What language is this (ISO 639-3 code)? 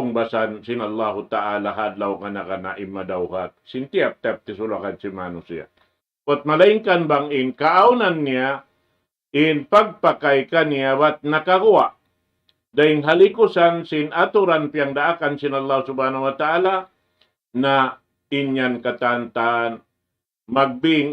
tsg